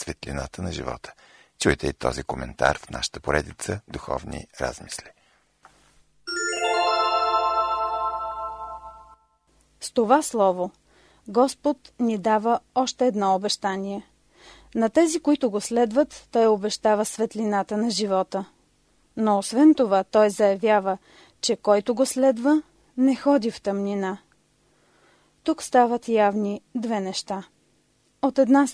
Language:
Bulgarian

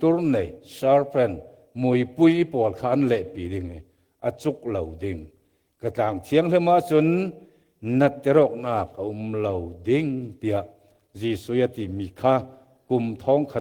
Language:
Falam Chin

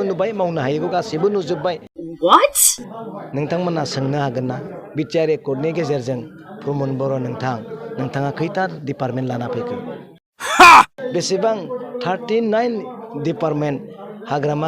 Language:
Bodo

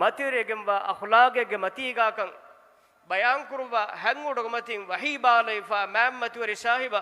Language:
Divehi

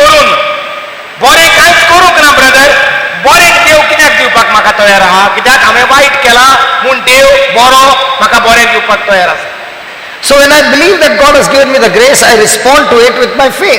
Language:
Konkani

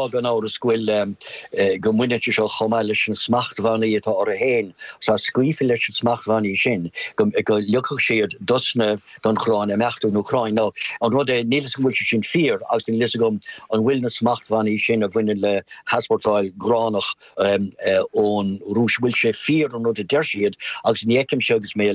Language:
Irish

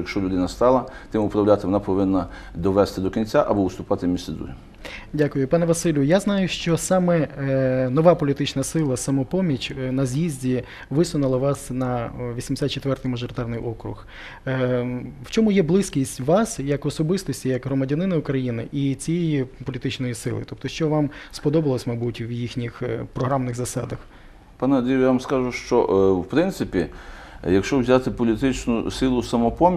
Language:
Ukrainian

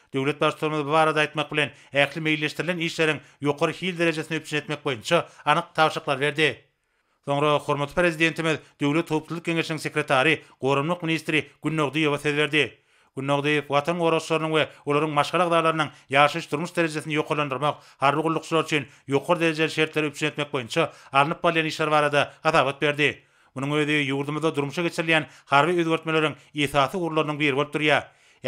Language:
Turkmen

